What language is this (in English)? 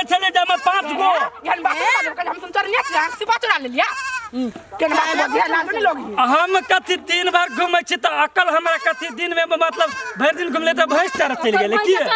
Maithili